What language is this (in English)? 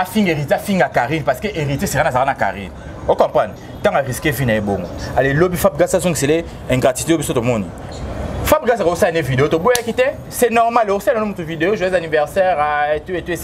Lingala